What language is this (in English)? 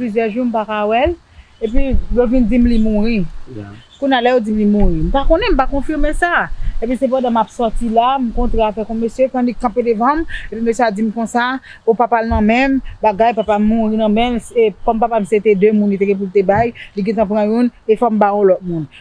Haitian Creole